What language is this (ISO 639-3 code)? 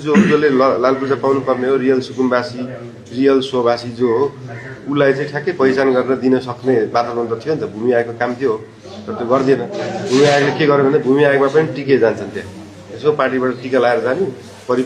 nep